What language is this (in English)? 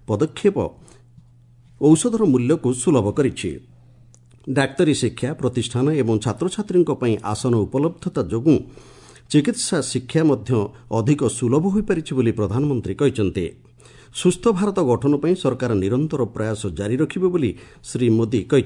Odia